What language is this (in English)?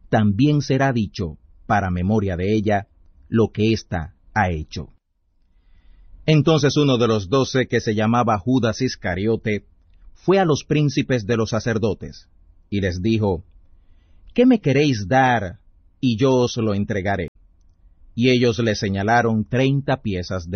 Spanish